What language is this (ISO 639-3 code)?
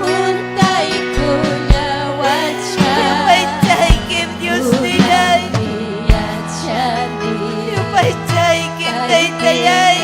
quy